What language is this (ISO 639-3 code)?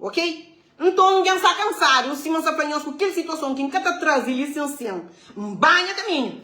kea